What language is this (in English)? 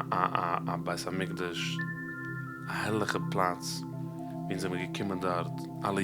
Yiddish